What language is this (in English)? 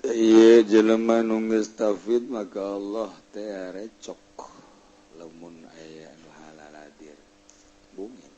Sundanese